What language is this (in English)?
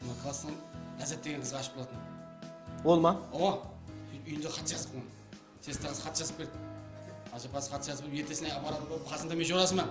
Kara-Kalpak